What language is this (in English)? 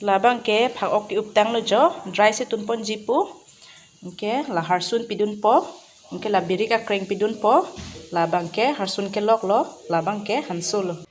Karbi